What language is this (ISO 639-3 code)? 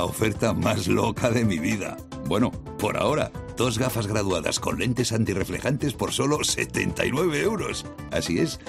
spa